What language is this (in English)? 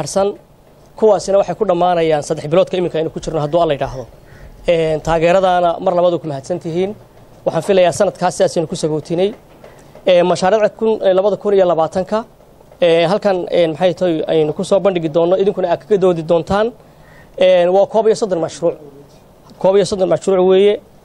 Somali